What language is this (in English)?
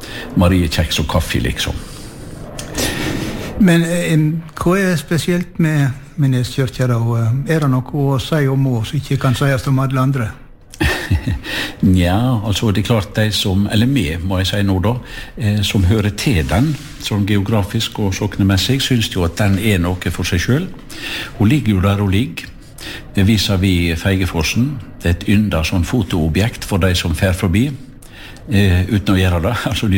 Norwegian